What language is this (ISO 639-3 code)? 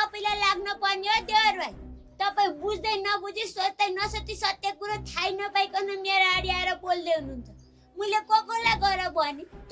nep